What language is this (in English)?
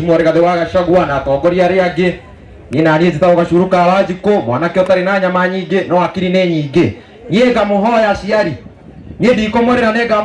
Kikuyu